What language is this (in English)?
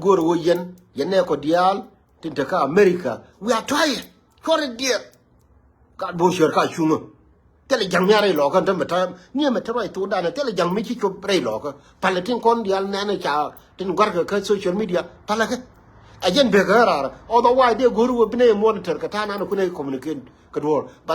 Nuer